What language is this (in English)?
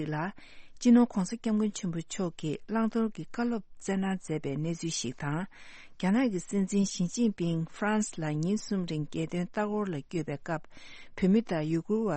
Tibetan